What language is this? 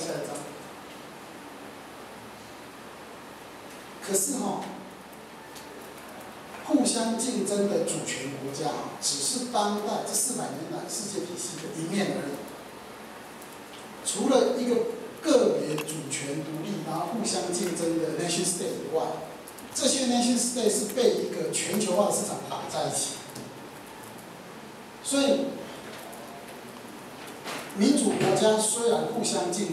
Chinese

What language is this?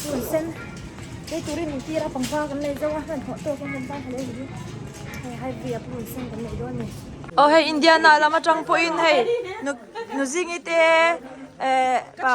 Mizo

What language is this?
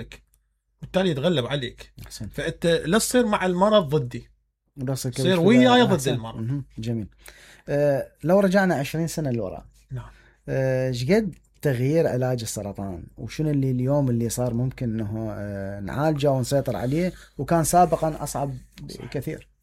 Mesopotamian Arabic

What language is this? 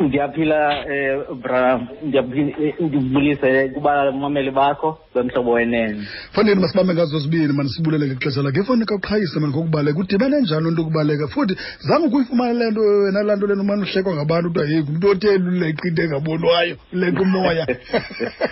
Xhosa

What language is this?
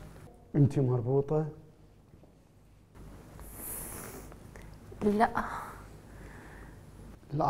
Mesopotamian Arabic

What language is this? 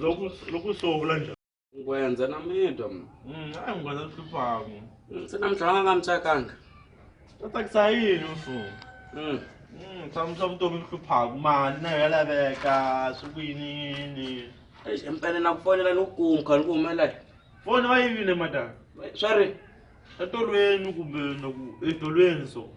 Tsonga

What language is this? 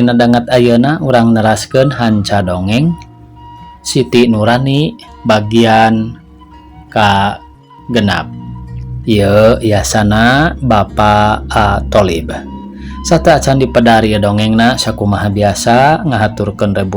Sundanese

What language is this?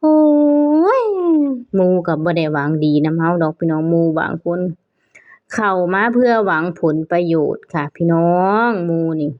Northeastern Thai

